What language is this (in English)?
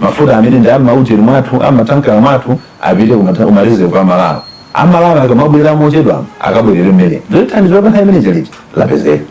Nyanja